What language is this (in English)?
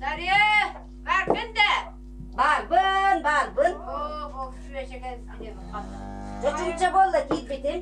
Yakut